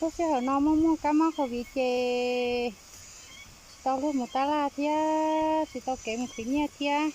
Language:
Hmong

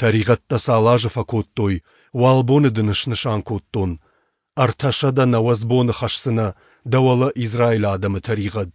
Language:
Ossetic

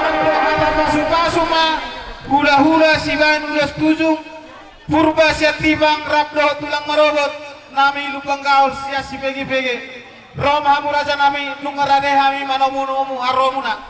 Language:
Batak Toba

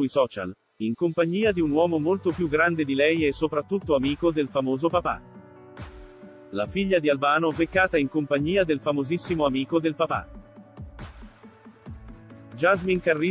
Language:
Italian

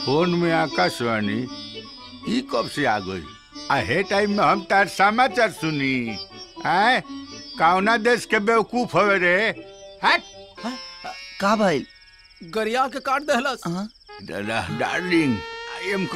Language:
Bhojpuri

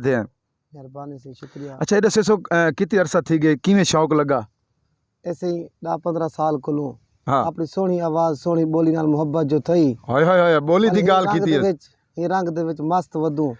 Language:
Saraiki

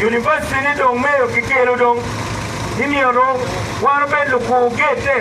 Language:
Acoli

